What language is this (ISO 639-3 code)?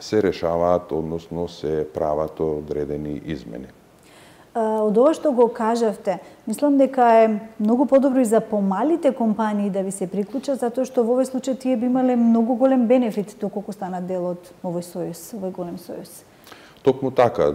mkd